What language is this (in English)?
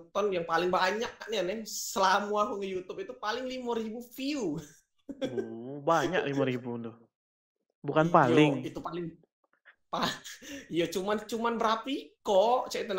Musi